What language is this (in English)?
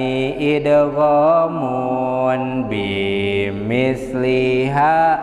Sundanese